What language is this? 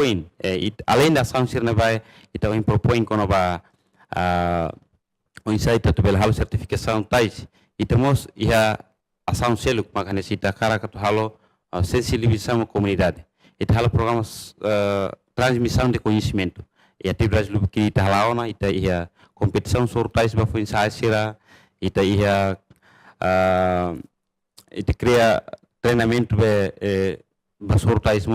Tetum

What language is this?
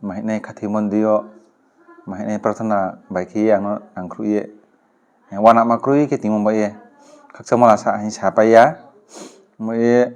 Riang (India)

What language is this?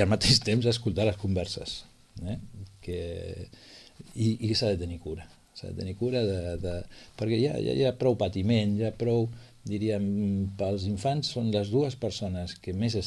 Catalan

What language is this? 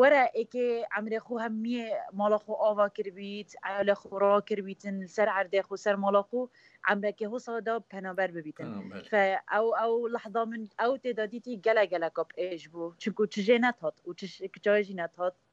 Kurdish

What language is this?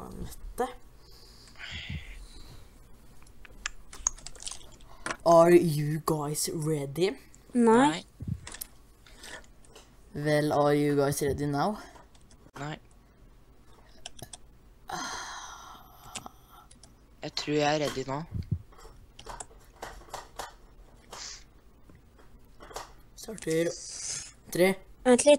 Norwegian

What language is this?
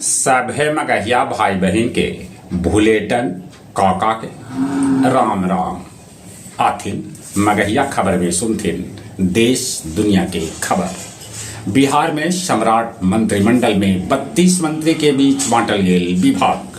Magahi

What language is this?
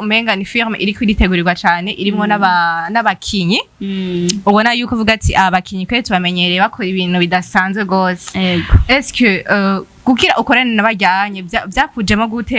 Rundi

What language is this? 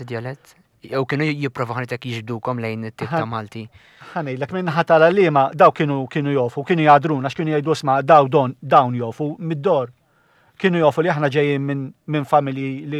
Maltese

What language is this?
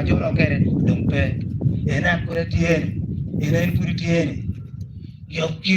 Acoli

